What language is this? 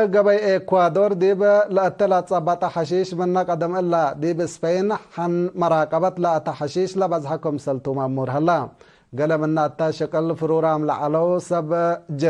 Tigre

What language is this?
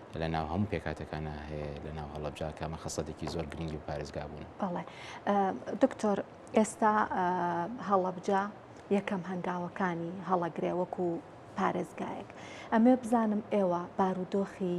Central Kurdish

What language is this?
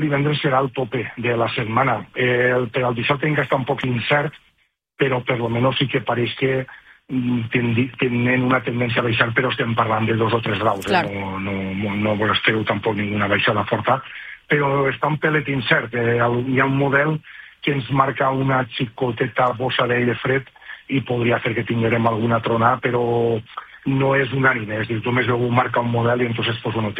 Catalan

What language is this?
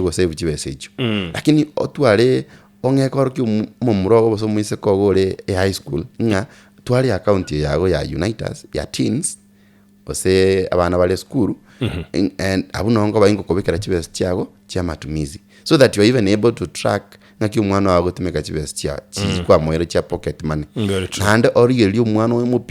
Gusii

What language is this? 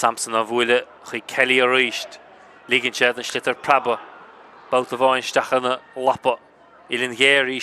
Irish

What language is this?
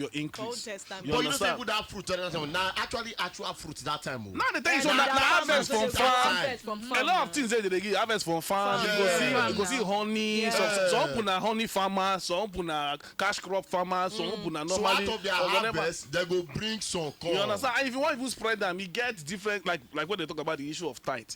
Nigerian Pidgin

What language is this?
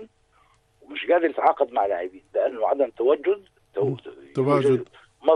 North Levantine Arabic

